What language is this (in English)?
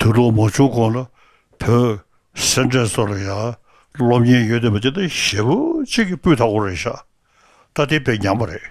Tibetan